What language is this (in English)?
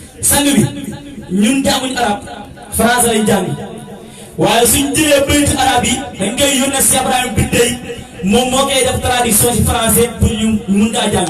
Wolof